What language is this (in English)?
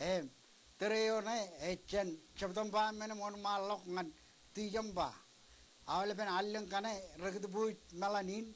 Marshallese